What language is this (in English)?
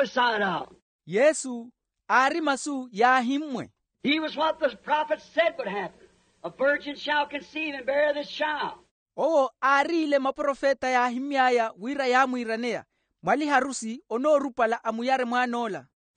Makhuwa